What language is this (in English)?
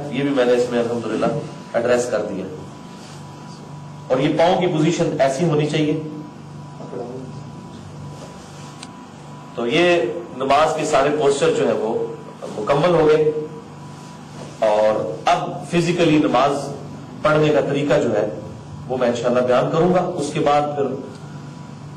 Urdu